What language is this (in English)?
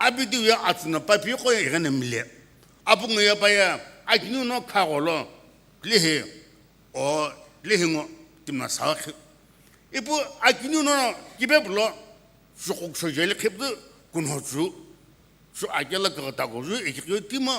Sumi Naga